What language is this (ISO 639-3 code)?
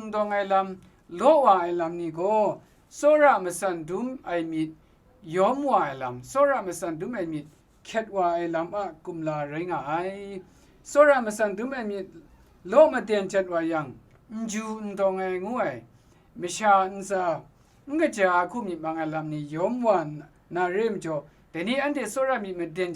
kac